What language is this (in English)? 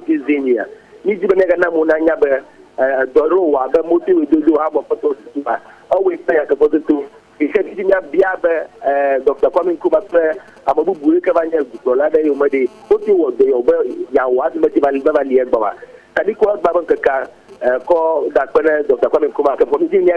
Ewe